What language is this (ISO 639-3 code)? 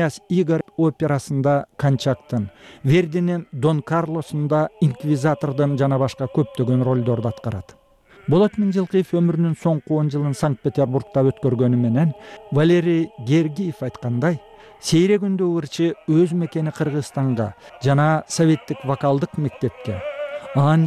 kir